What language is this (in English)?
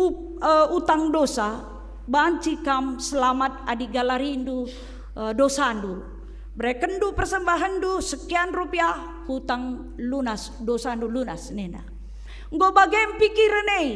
Batak Karo